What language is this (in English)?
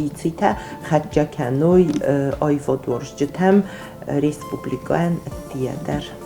Ossetic